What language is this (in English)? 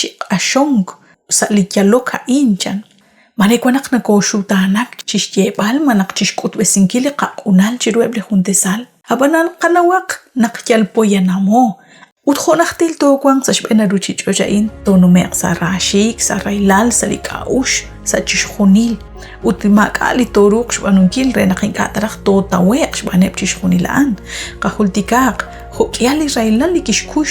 Kekchí